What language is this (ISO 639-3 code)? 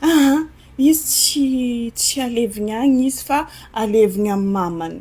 mlg